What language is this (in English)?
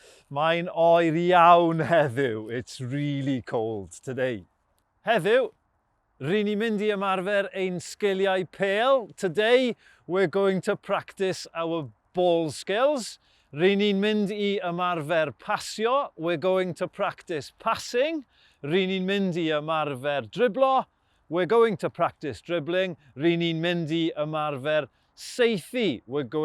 Welsh